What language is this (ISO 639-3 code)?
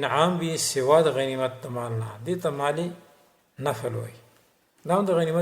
pus